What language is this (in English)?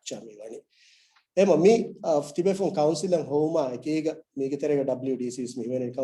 Divehi